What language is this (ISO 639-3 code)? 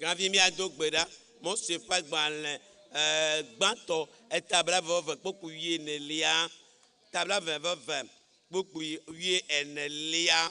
ewe